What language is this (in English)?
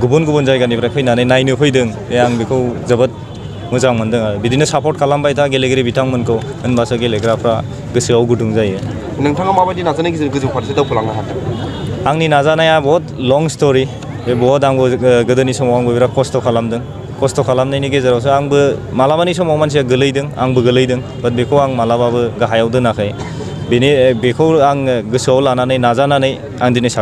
Bodo